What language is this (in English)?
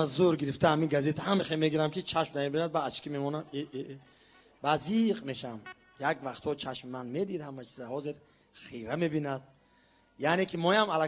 Tajik